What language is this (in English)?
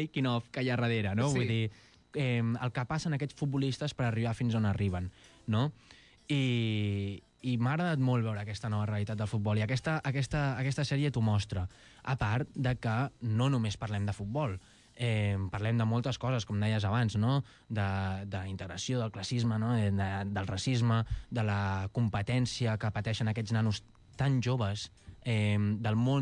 Catalan